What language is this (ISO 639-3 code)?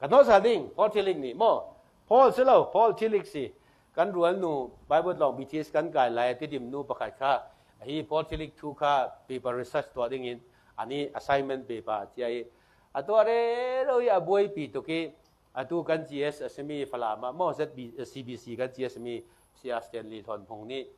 cfm